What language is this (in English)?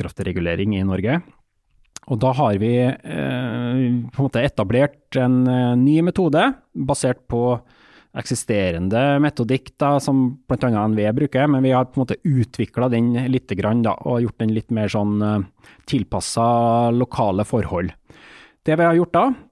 Norwegian